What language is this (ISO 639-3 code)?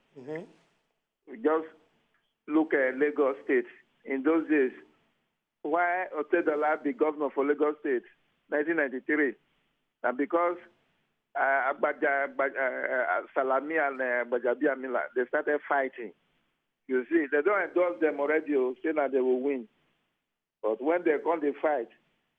pcm